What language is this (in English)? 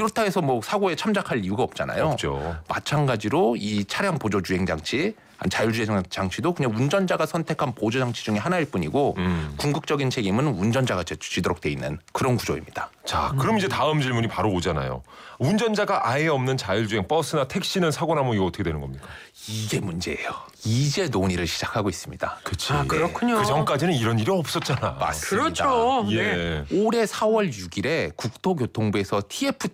Korean